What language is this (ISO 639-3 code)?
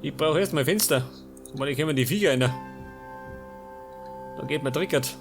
bar